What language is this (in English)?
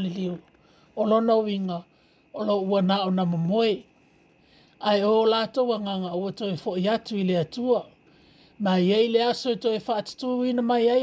Samoan